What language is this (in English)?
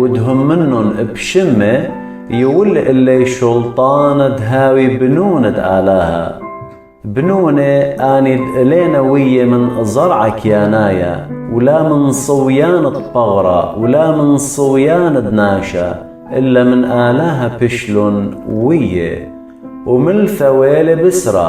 Assyrian Neo-Aramaic